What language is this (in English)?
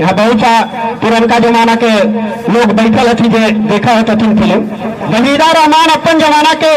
Magahi